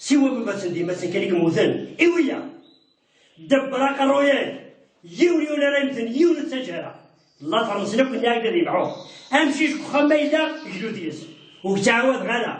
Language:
Kabyle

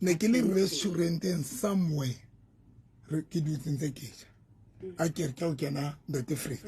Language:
Southern Sotho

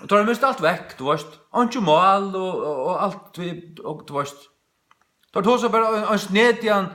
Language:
Faroese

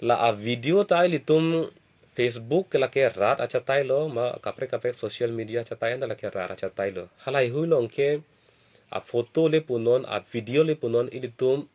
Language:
Karbi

